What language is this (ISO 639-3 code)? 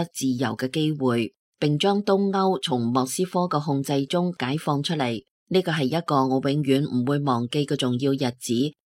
yue